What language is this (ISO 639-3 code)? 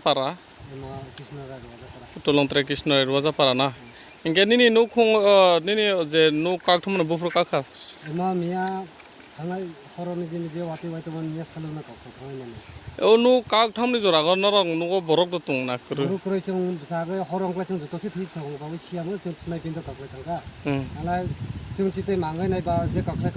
trp